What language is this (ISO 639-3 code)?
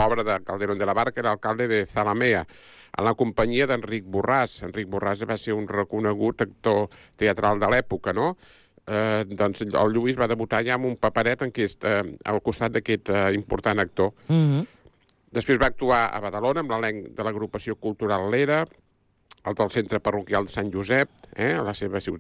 cat